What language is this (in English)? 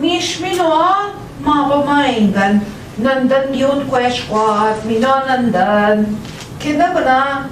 Central Ojibwa